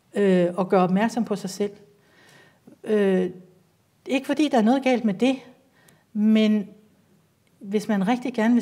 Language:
Danish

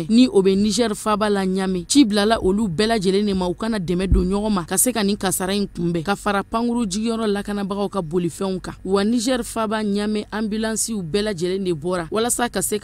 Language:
Bambara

